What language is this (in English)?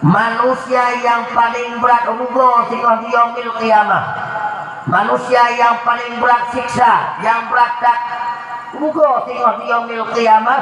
Achinese